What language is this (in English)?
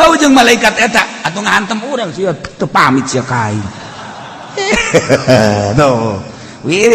Sundanese